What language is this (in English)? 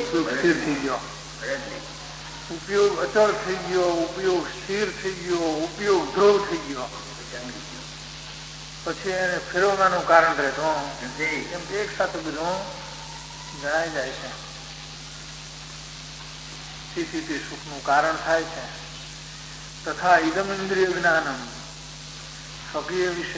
Gujarati